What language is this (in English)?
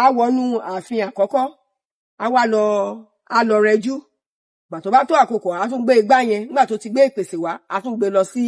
Yoruba